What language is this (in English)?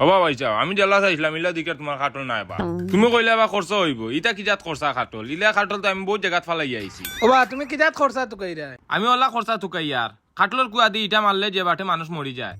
Sylheti